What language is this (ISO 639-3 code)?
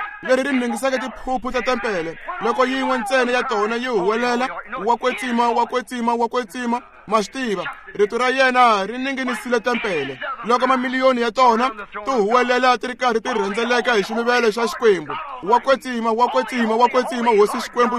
tso